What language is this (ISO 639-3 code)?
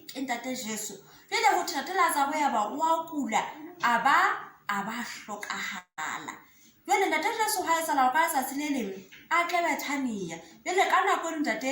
sot